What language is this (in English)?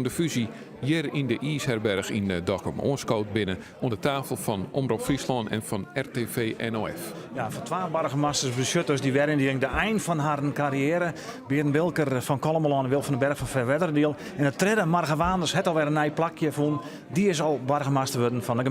Western Frisian